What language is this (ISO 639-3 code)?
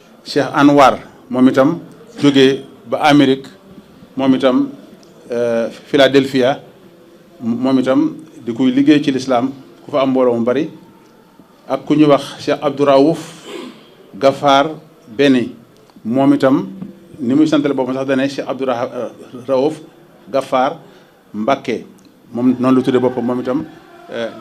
wol